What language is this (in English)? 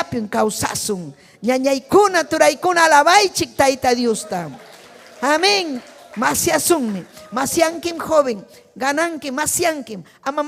Ayacucho Quechua